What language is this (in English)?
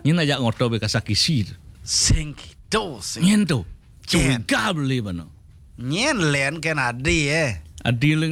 Balinese